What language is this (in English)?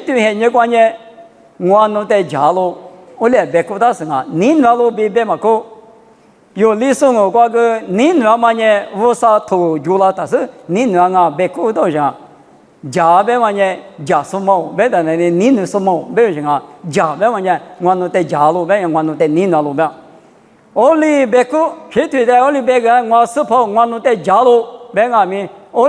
Lisu